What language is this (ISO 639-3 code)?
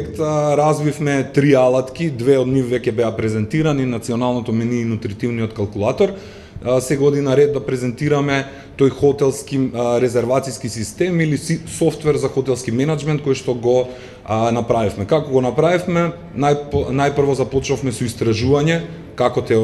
mkd